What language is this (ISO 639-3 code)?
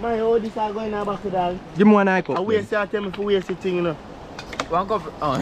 jam